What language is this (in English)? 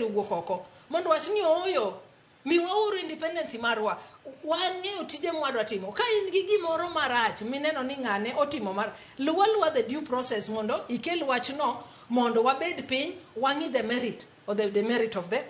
Luo (Kenya and Tanzania)